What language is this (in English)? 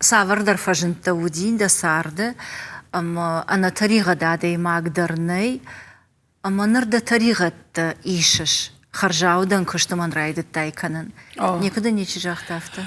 Ossetic